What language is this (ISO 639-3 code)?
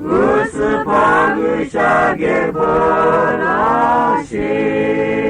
lhu